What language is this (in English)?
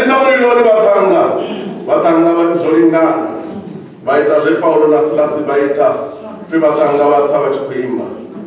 Venda